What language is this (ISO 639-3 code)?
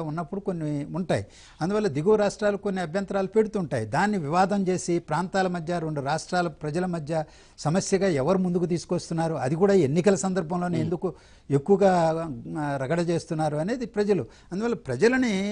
tel